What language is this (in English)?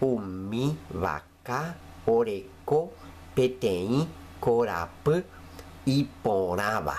Guarani